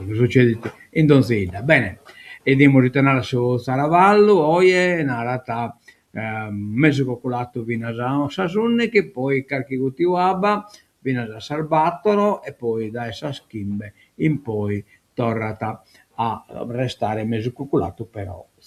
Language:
Sardinian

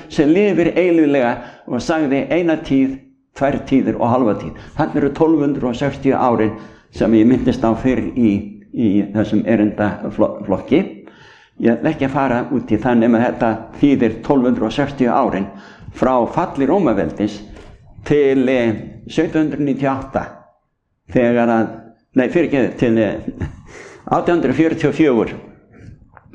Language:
Icelandic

